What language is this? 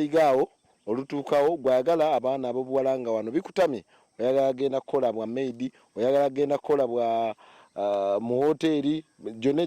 Ganda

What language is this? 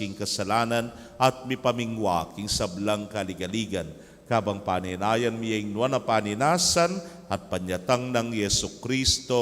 Pampanga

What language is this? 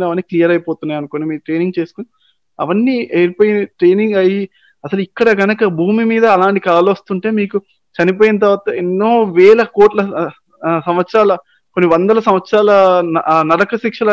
Telugu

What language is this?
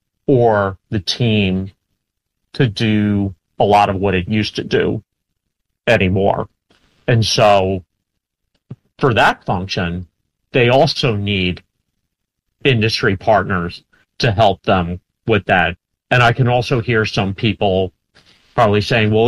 English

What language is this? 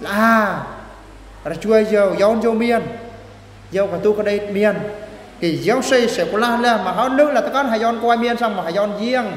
Eastern Bru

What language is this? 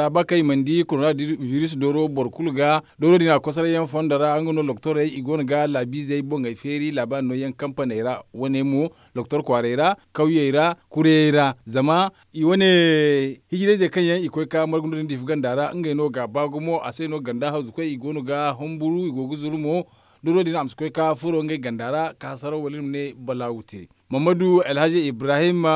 Zarma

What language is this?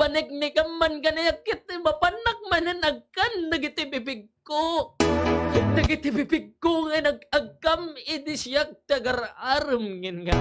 Iloko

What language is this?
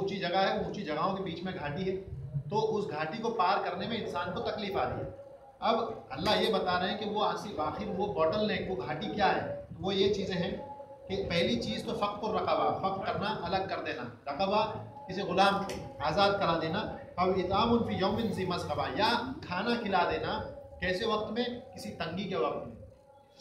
Urdu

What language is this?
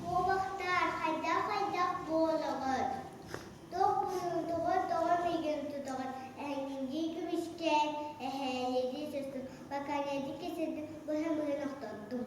Yakut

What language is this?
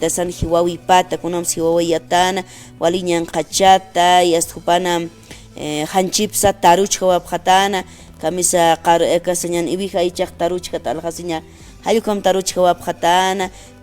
Aymara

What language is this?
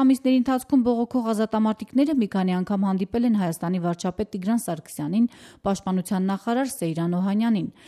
Armenian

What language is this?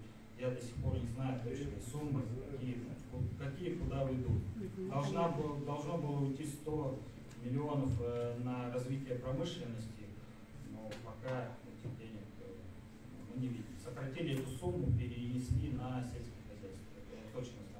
Russian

